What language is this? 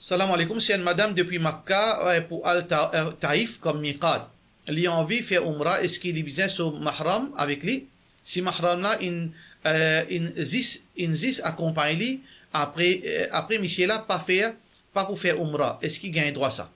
Morisyen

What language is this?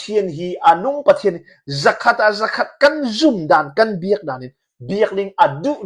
Hakha Chin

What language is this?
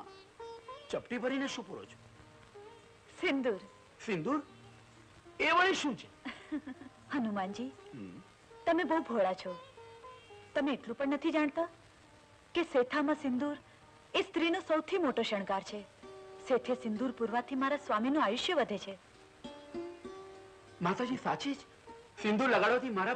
Gujarati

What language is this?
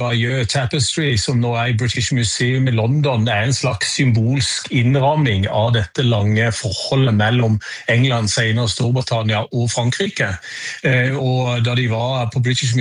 Norwegian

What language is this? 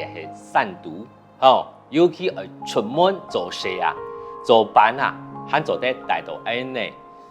Hakka Chinese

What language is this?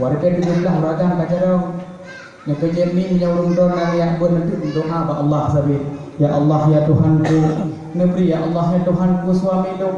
Achinese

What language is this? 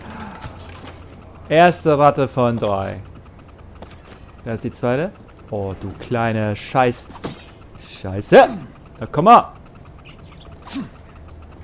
German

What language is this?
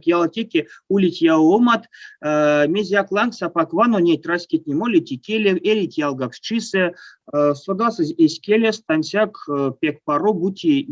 Erzya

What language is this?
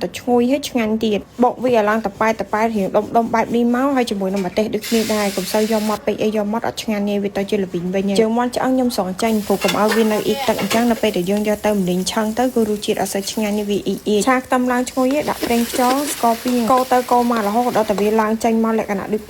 Khmer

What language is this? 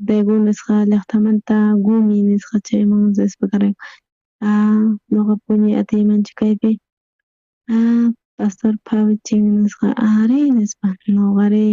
South Bolivian Quechua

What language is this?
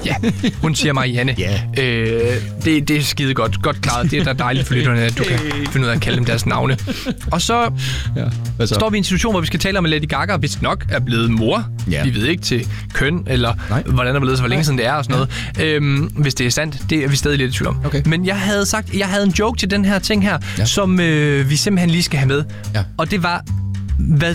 Danish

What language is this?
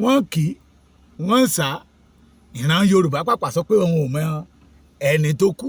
Yoruba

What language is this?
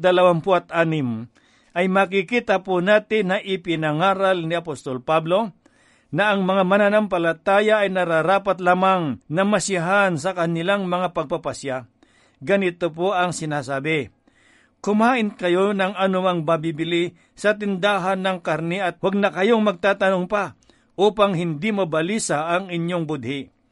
Filipino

